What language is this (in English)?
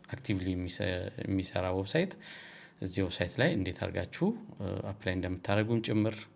Amharic